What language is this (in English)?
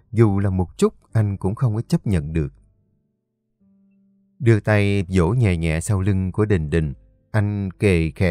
Vietnamese